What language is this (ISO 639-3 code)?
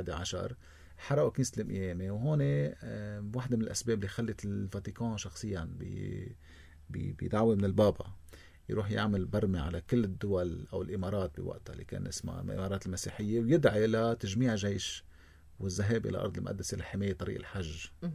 apc